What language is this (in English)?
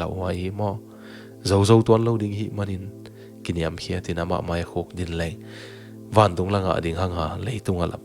Tedim Chin